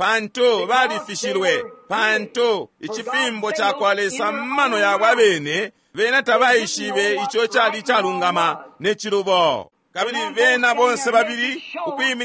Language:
Bemba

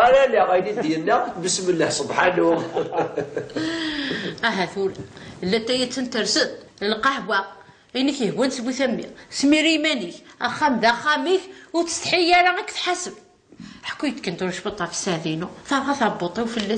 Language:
Kabyle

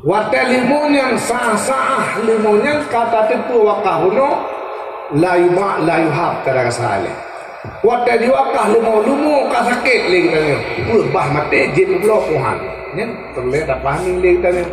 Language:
Achinese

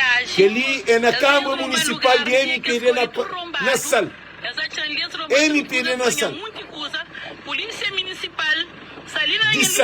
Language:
Kabuverdianu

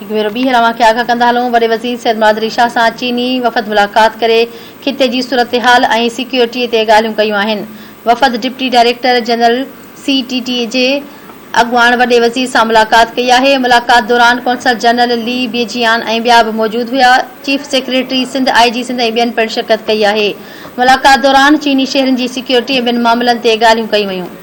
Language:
Sindhi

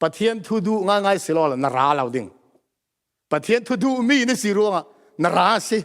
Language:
Falam Chin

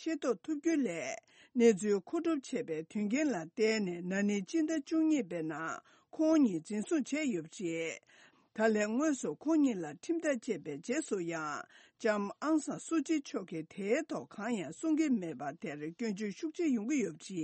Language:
Tibetan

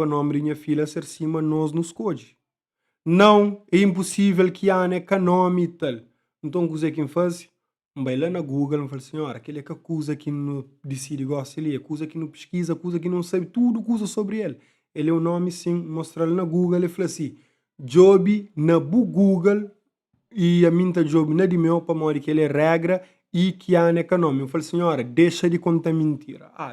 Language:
Kabuverdianu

